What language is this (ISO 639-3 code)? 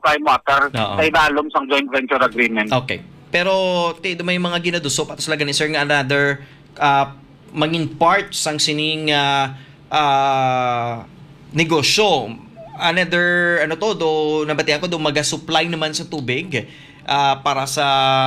hil